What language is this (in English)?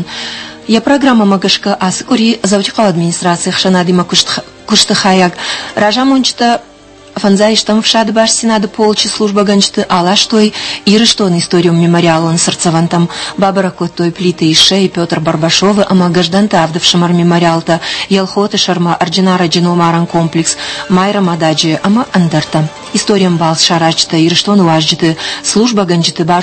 Ossetic